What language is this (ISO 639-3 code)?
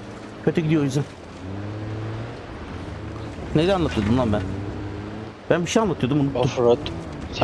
tur